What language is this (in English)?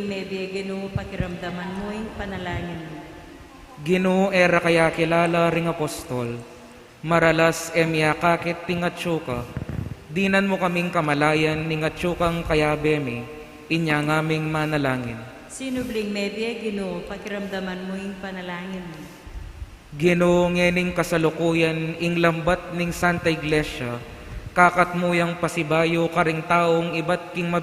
Pampanga